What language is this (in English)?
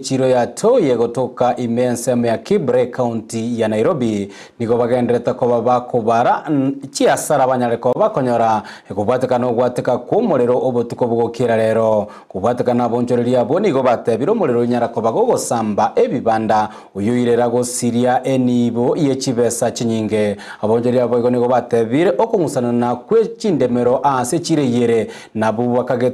Gusii